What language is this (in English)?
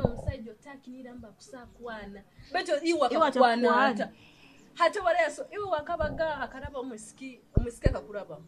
Nyoro